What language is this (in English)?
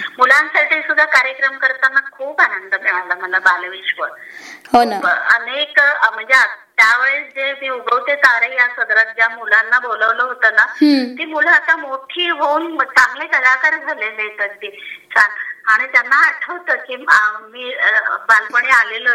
Marathi